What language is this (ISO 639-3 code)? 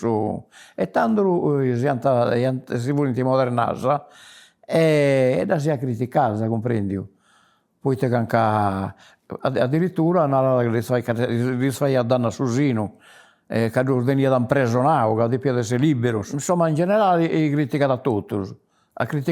srd